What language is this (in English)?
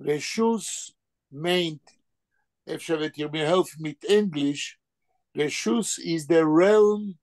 Yiddish